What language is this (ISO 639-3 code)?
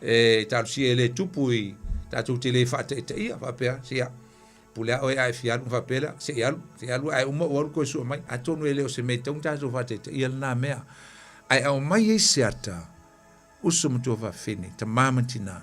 smo